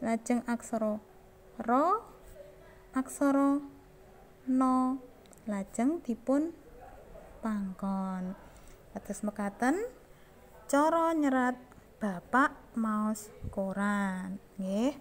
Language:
Javanese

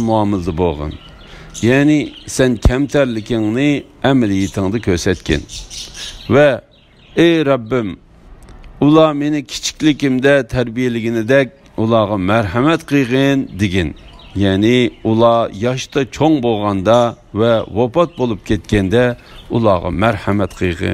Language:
Uyghur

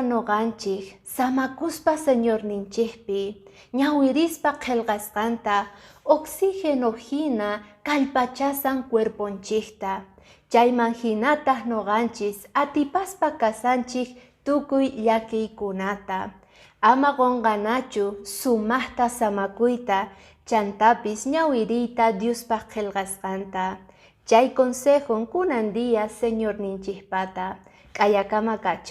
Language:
Quechua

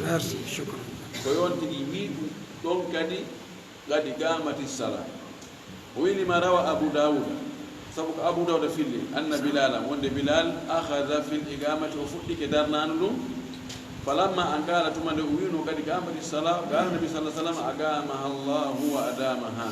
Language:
Fula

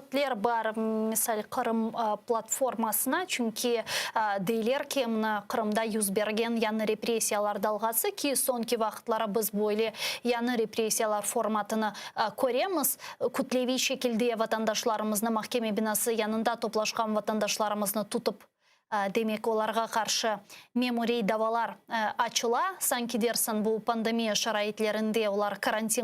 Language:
Crimean Tatar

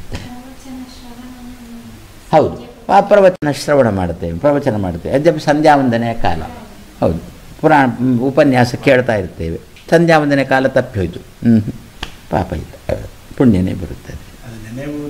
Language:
Kannada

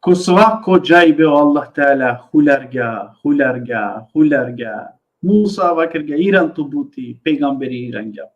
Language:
Balkan Romani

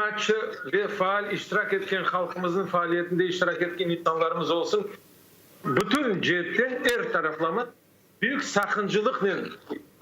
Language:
Crimean Tatar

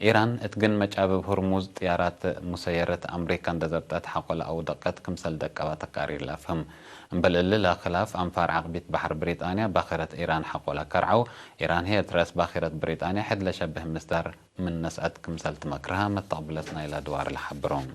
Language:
Tigre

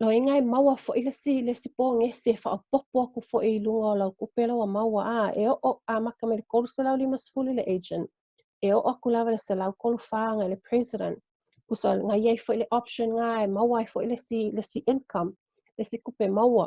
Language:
Samoan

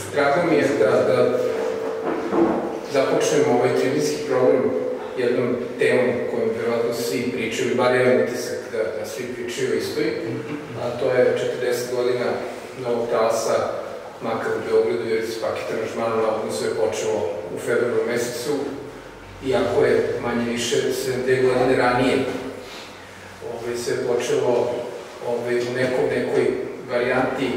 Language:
Serbian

